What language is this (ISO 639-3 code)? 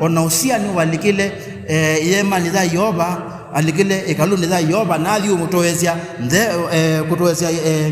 kam